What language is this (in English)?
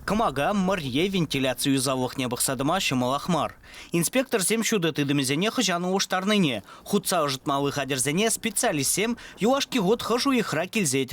Chuvash